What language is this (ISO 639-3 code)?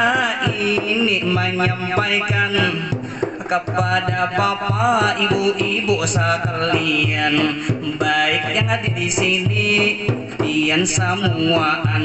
bjn